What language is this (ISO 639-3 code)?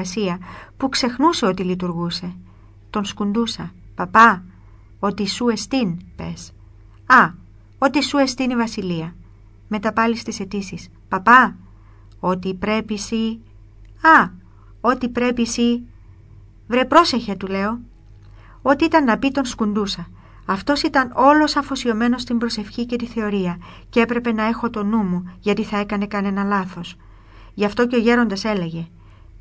ell